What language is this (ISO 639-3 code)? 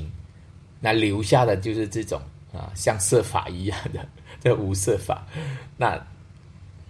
zho